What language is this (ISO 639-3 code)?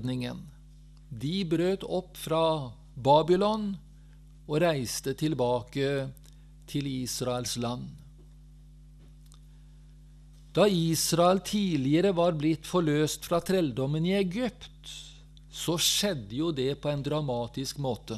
nor